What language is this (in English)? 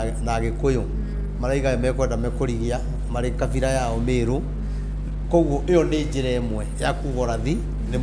Kikuyu